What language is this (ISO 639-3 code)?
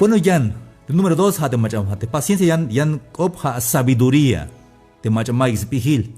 tzh